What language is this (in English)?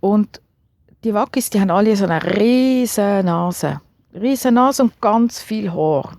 Swiss German